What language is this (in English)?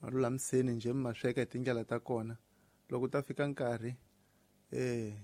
Tsonga